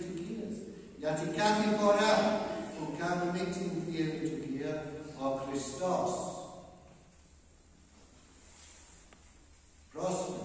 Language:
Greek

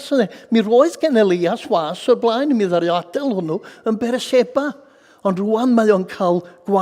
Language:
Welsh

